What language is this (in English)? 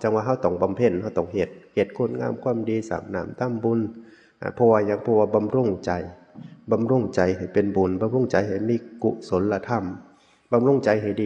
Northeastern Thai